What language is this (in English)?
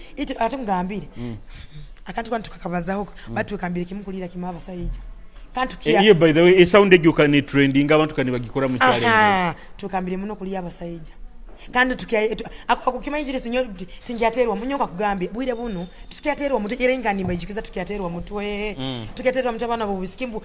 Nyoro